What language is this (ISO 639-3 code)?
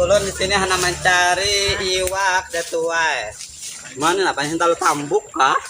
bjn